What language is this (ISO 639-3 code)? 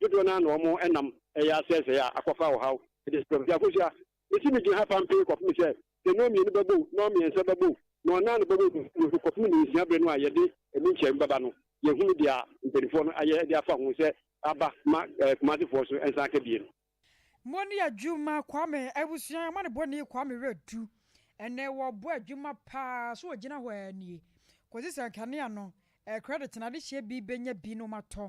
aka